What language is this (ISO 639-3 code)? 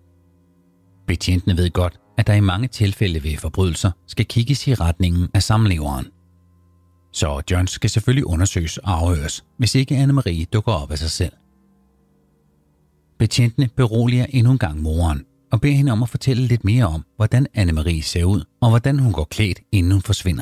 dan